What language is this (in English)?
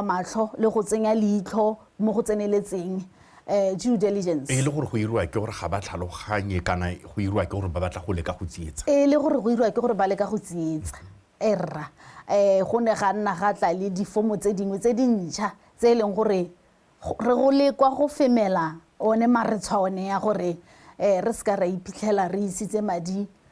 Tswana